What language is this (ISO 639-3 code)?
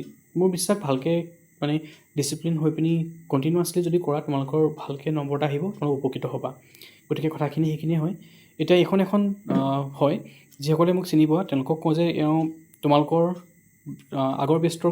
asm